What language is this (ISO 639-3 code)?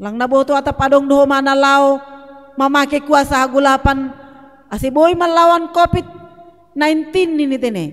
bts